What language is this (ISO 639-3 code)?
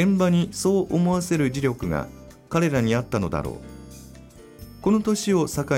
jpn